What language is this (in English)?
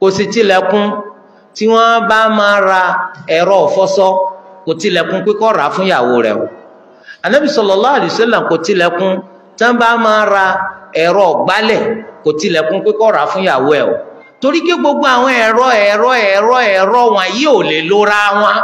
Yoruba